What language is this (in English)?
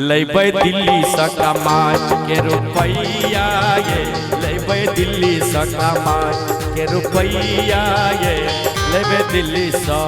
Maithili